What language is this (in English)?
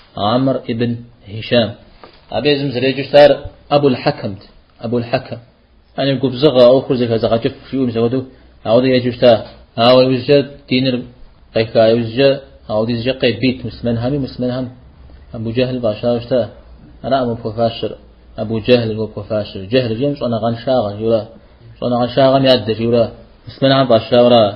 Kabardian